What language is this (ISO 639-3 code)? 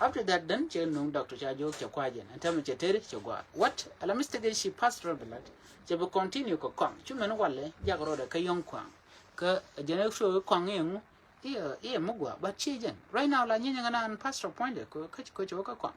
nus